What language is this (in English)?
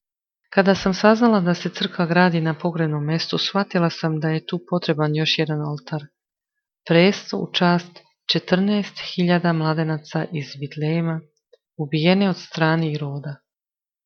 Serbian